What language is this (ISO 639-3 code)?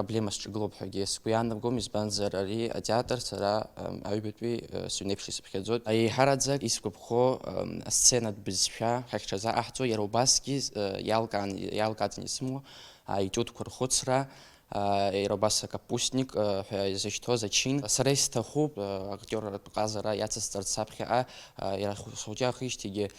abk